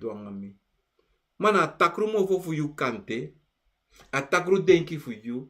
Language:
Sranan Tongo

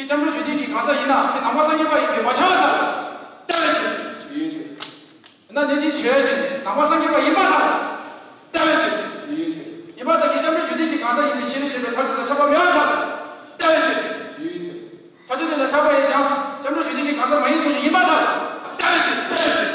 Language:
Tibetan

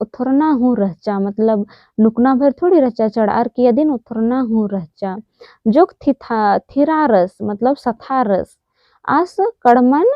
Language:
Kurukh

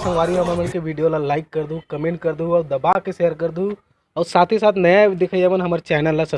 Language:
Chhattisgarhi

